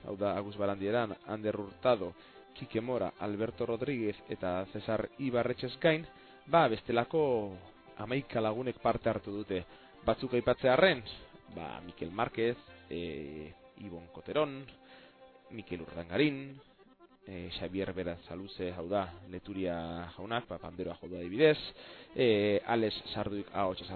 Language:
Basque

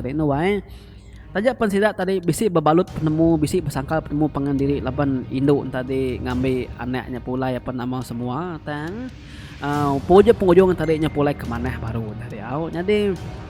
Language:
Iban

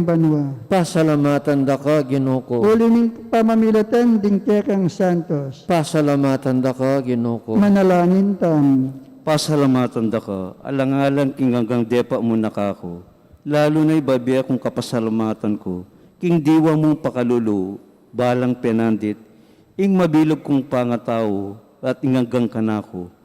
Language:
Pampanga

